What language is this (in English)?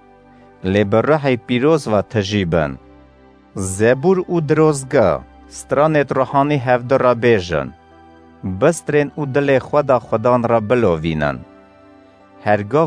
Kurdish